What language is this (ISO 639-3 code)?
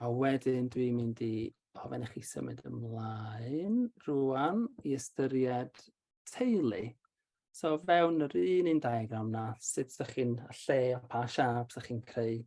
cym